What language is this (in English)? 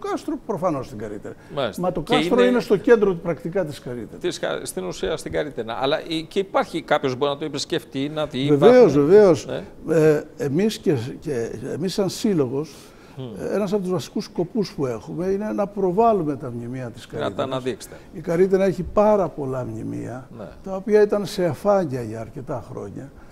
Greek